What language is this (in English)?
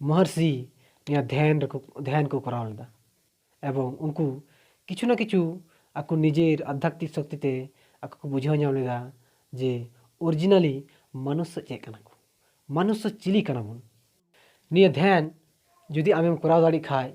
Santali